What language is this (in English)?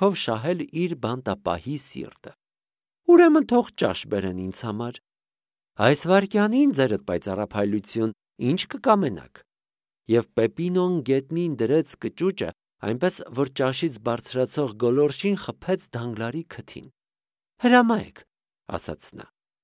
Armenian